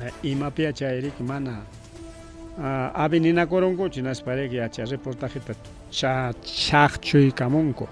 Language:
Ayacucho Quechua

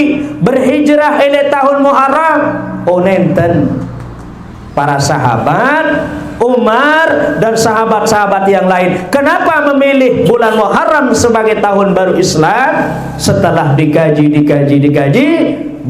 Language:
Sasak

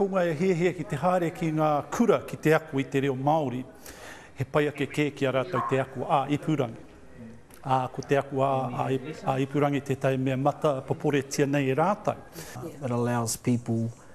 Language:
Māori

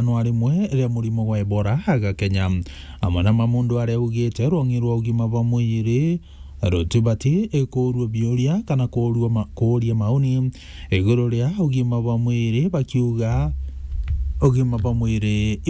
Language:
Meru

